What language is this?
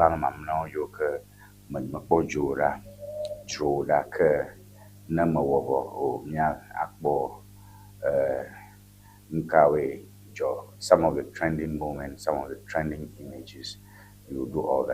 Ewe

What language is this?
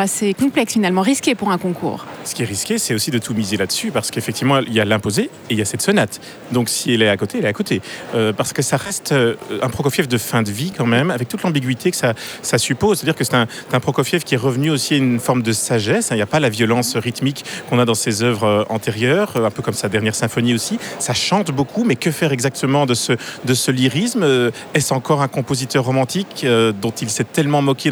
French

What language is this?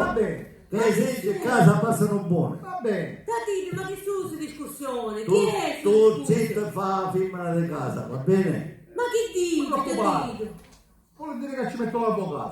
Sicilian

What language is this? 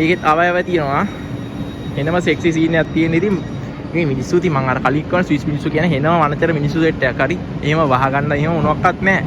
Sinhala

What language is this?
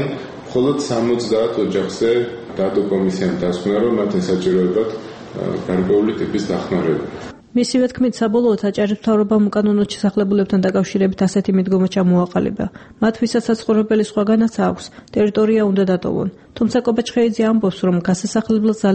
Georgian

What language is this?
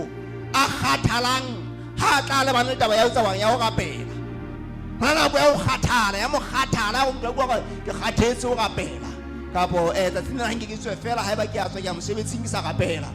Southern Sotho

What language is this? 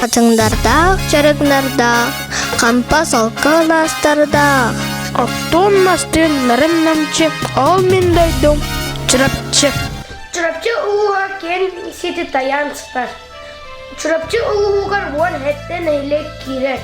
Yakut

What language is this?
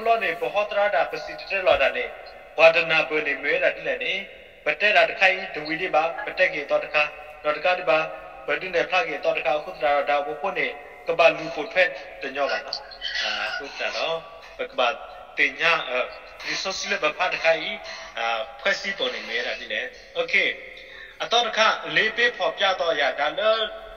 S'gaw Karen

